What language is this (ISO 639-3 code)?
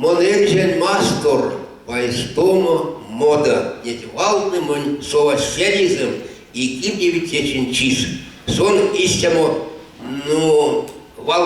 myv